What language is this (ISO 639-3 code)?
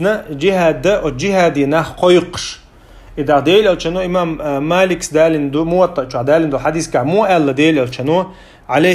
che